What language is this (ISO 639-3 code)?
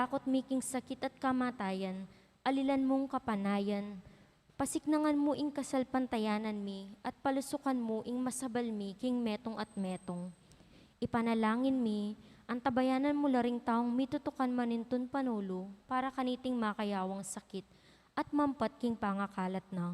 pam